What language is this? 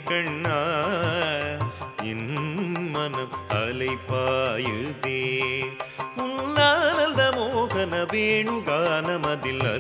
Tamil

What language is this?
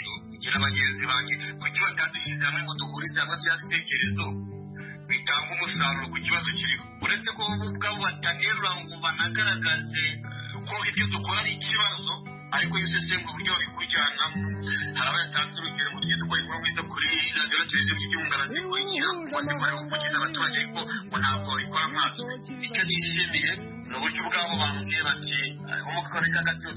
Kinyarwanda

